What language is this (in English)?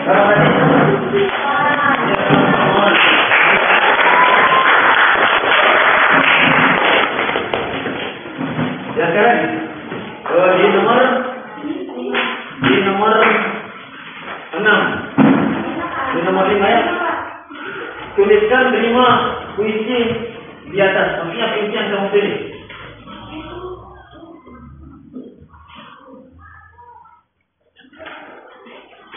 Indonesian